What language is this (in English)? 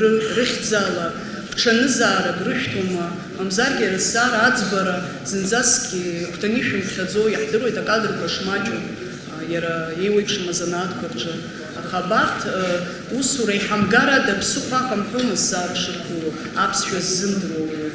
Abkhazian